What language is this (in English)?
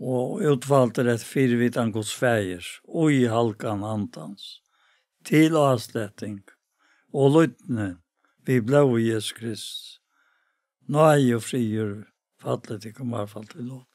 Faroese